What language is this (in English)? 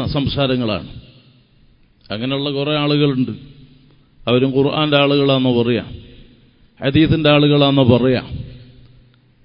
Malayalam